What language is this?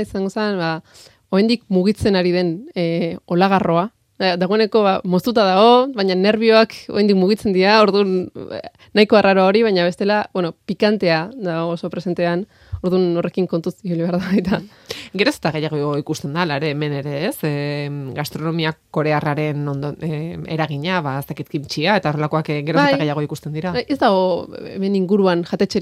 Basque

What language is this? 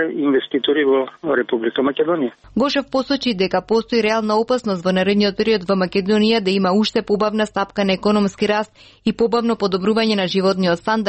Macedonian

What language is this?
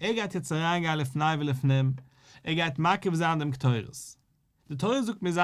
Yiddish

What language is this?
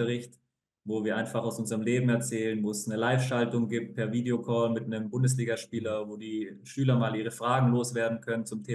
Swiss German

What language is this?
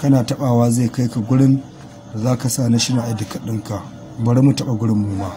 Hausa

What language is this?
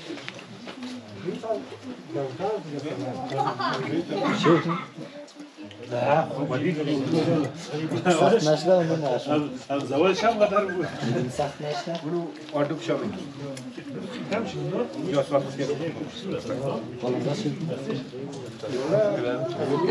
Persian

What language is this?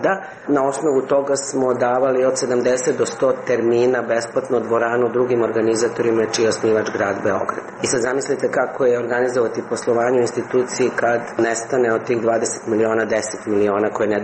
Serbian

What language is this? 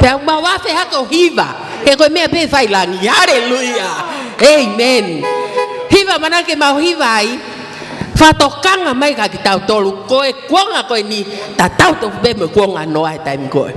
Tongan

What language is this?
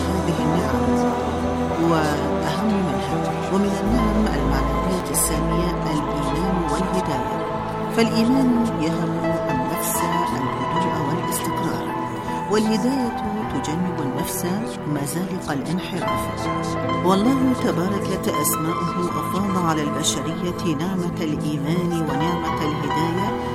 Arabic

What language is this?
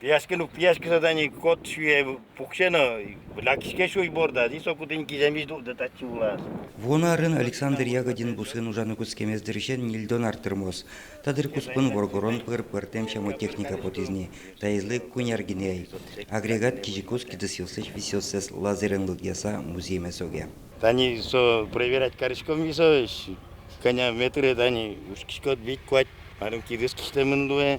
Udmurt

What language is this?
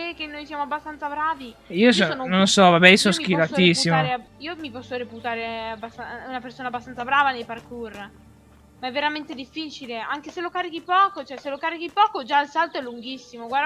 Italian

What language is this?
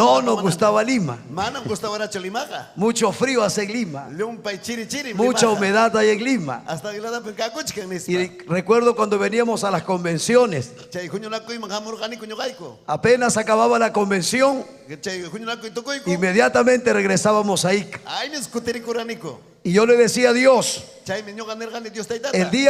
Ayacucho Quechua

